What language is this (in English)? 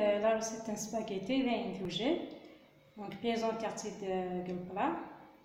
Kabyle